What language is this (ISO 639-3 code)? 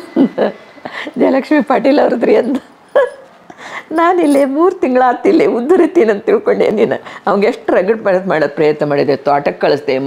kan